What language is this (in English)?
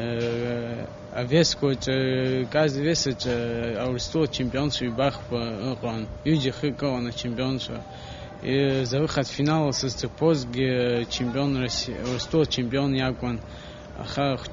Abkhazian